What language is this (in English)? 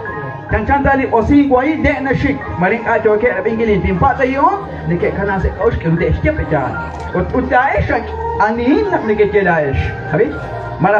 Kekchí